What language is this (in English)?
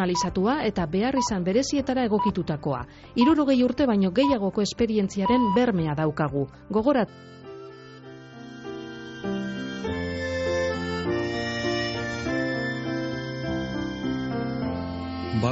Basque